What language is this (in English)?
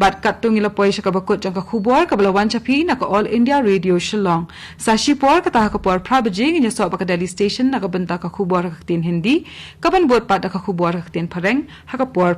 Khasi